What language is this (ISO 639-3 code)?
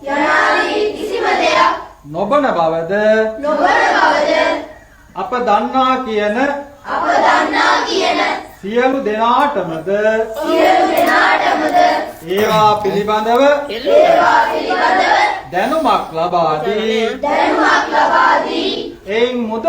sin